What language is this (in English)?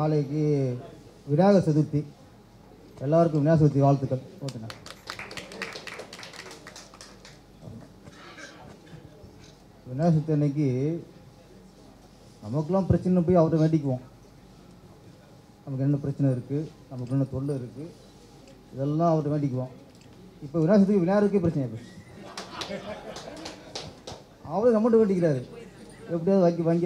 Tamil